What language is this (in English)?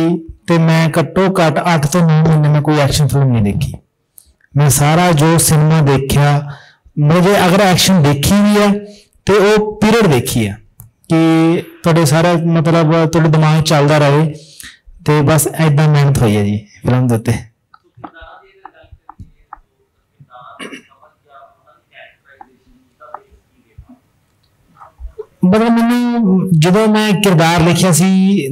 Punjabi